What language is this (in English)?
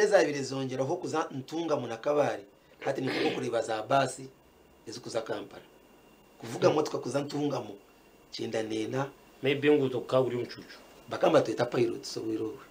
Nyankole